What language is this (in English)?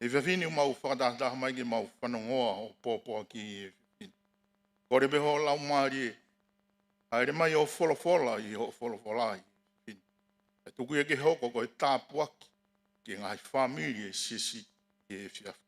Tongan